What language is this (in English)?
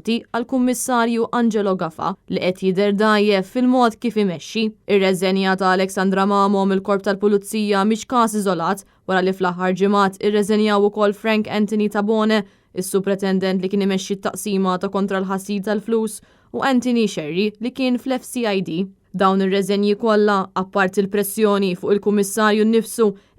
Maltese